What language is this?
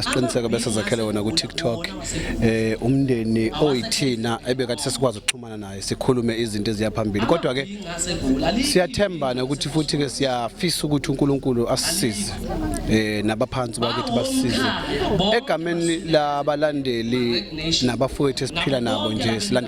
Zulu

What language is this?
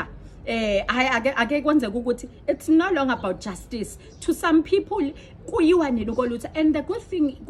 Zulu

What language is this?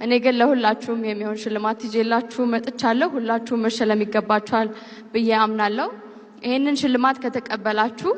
Amharic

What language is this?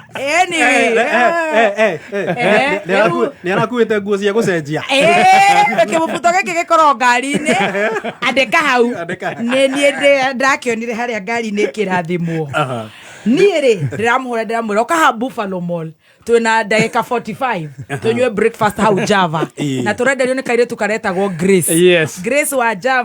Kikuyu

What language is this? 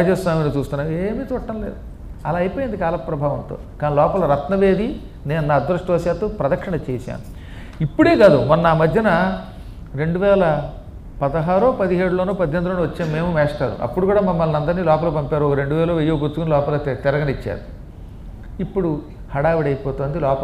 Telugu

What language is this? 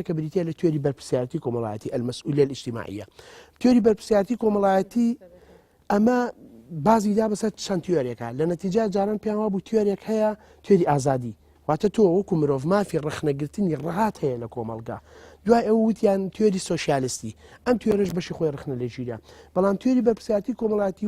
Central Kurdish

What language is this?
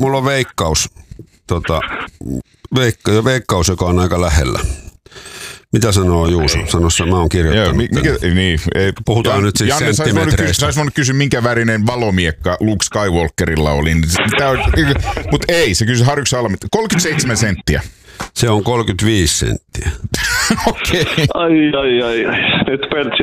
Finnish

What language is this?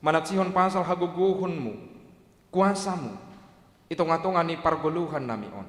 Batak Simalungun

